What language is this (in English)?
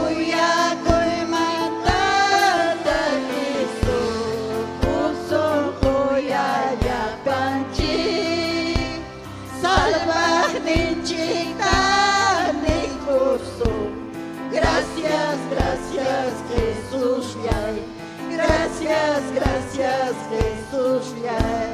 Ayacucho Quechua